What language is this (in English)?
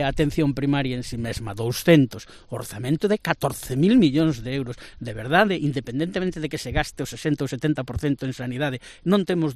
Galician